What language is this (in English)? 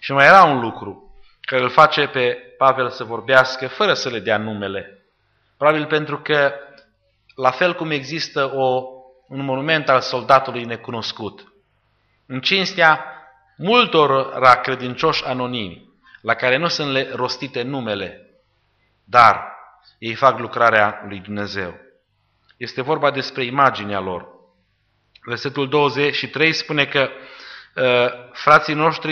Romanian